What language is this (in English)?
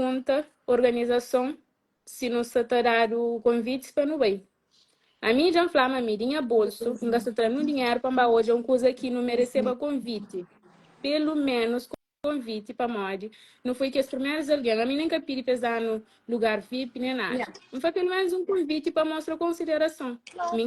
Kabuverdianu